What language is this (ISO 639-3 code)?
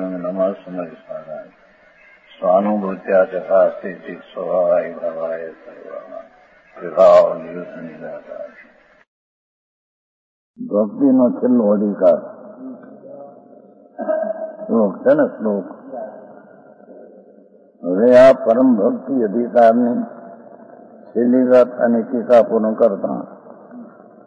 guj